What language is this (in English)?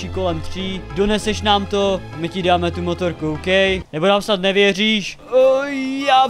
Czech